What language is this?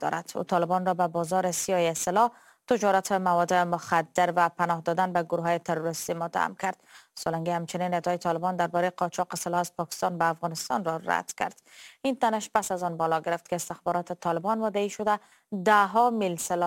Persian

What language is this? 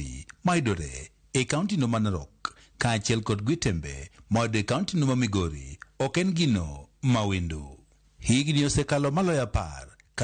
Luo (Kenya and Tanzania)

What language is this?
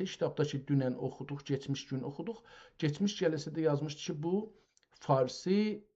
South Azerbaijani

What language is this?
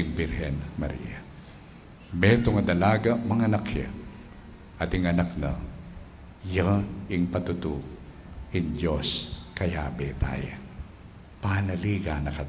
Pampanga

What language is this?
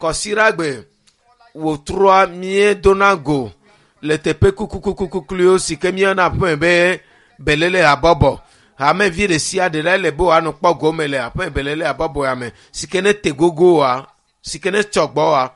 Ewe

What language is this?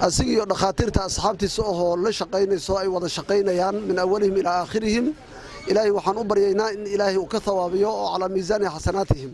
Somali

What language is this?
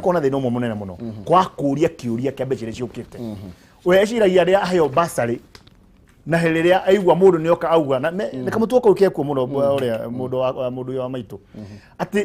Kikuyu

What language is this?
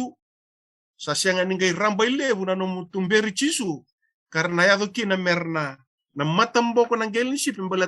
Fijian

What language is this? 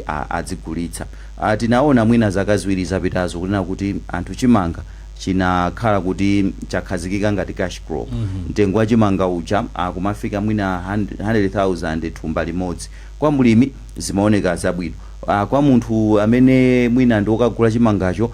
Nyanja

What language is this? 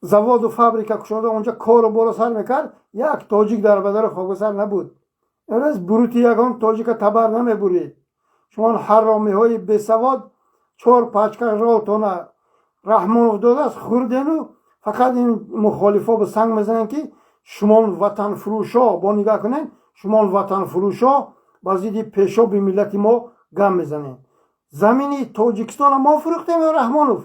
Tajik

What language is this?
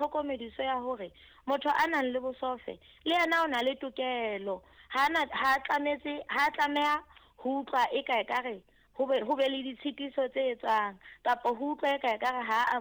Southern Sotho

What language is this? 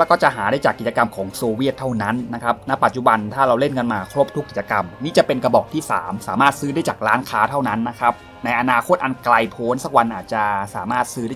Thai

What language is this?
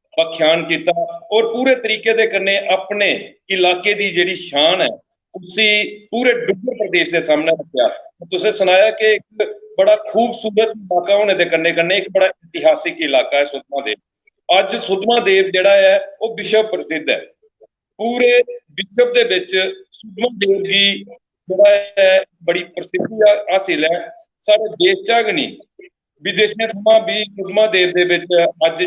Dogri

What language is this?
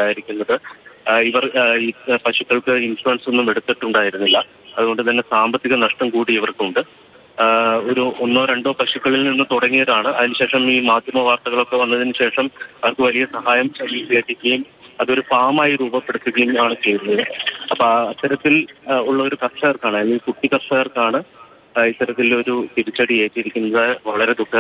Malayalam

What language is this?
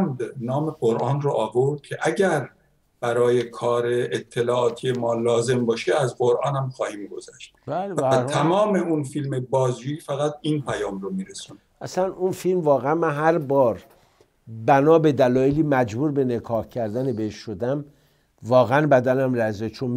Persian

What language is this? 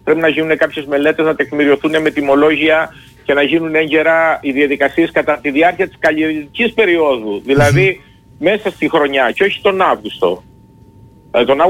Greek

